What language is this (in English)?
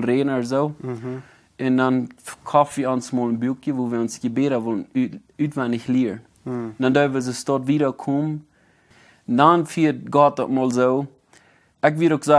Plautdietsch